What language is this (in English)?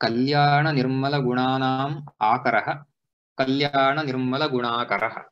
Sanskrit